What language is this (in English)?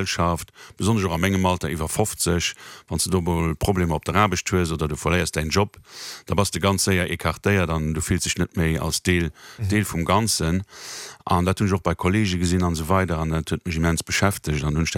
Luxembourgish